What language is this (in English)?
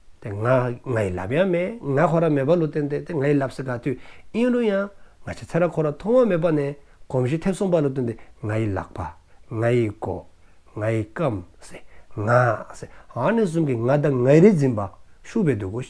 Dzongkha